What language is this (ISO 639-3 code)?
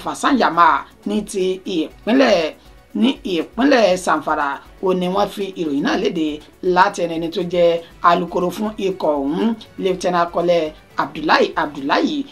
yor